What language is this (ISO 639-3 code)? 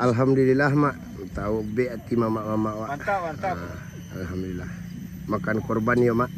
min